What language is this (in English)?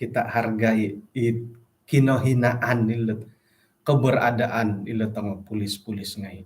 Central Dusun